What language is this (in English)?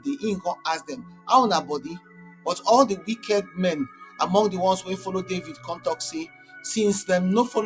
Nigerian Pidgin